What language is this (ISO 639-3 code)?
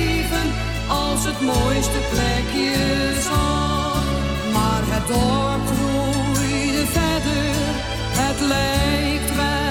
nld